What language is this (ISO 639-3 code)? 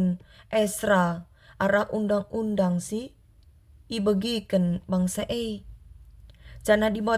btx